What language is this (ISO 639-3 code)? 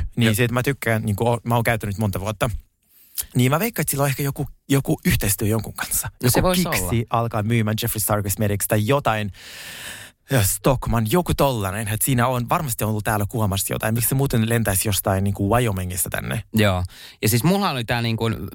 fin